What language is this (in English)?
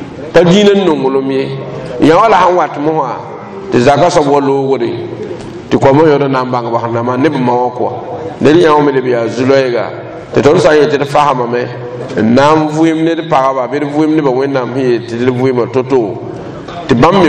Mossi